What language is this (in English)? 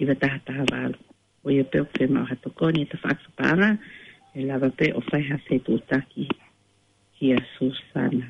Tongan